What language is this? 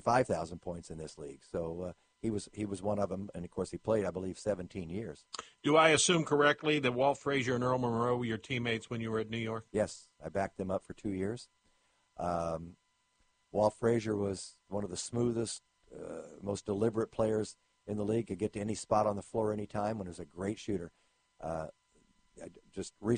English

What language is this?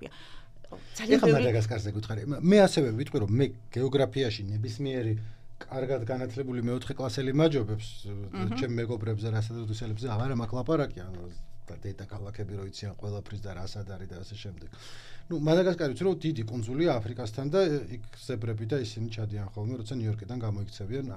Georgian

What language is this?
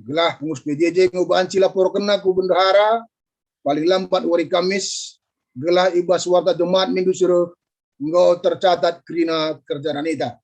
Batak Karo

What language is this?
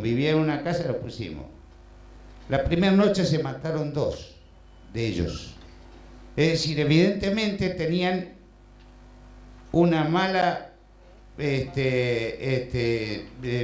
Spanish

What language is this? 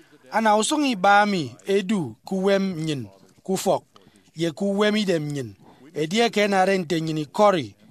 Efik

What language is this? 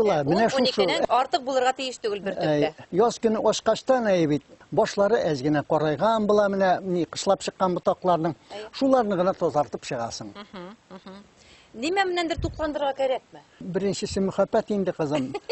Bashkir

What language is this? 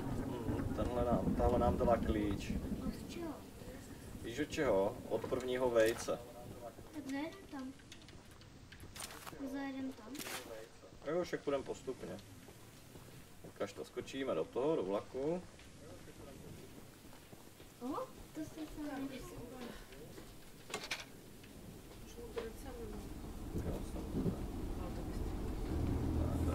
Czech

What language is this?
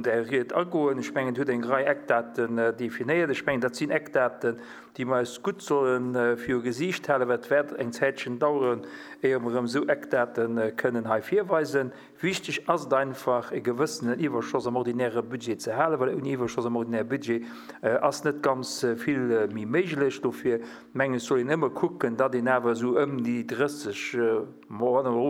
Luxembourgish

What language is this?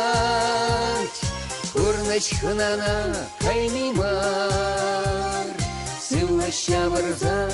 Chuvash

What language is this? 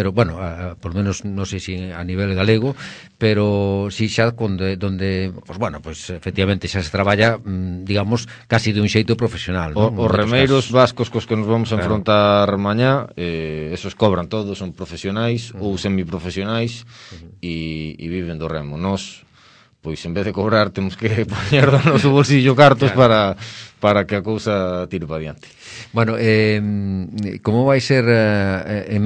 Galician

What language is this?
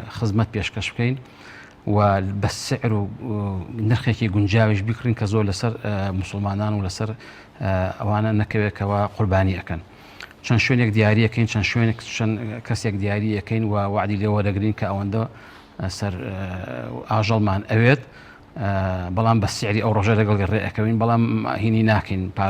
Central Kurdish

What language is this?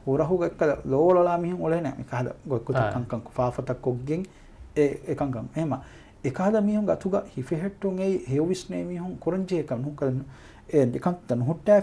Divehi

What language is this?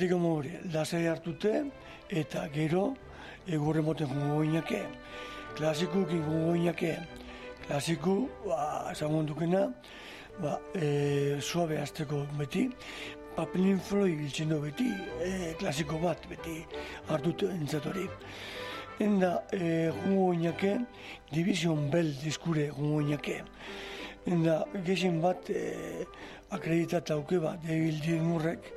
Basque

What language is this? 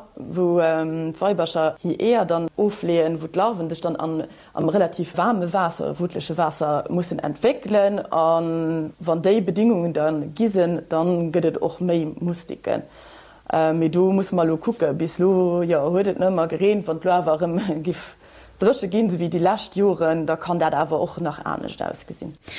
Luxembourgish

